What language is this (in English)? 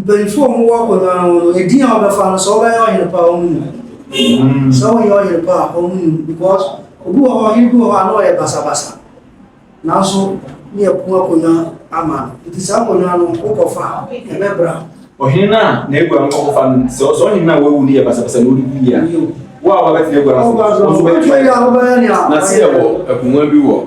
Akan